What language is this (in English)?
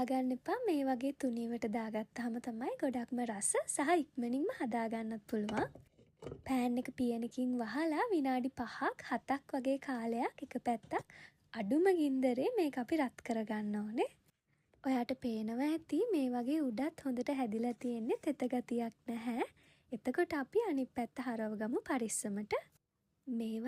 Sinhala